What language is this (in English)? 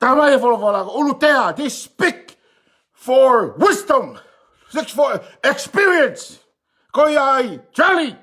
Tongan